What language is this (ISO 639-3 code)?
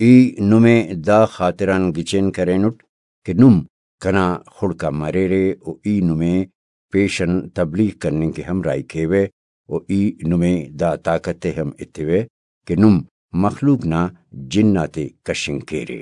brh